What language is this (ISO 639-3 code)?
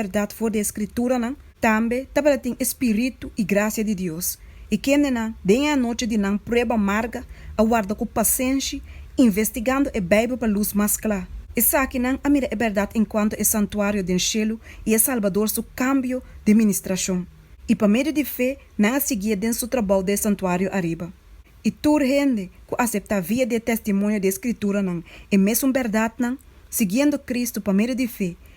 pap